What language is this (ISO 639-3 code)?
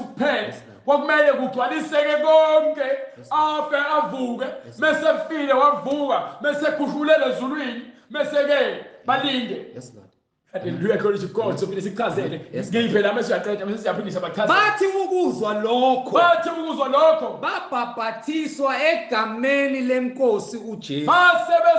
zul